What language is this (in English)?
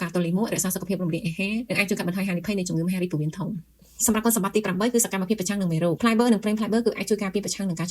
Khmer